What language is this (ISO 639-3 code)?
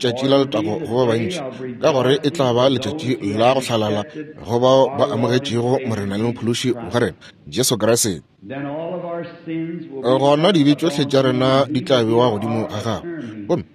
nso